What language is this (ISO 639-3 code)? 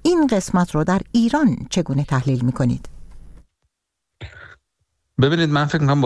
fas